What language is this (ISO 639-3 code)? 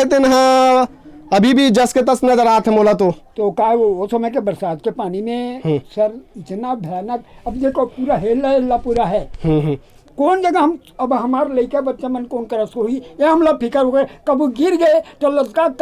hne